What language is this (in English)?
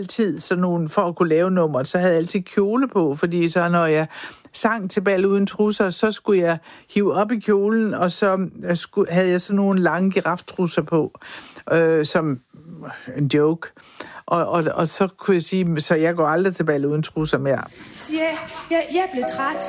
Danish